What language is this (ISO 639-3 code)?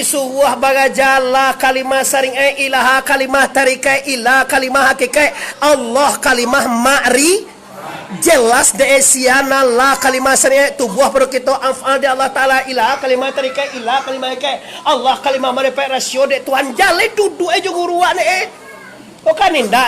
min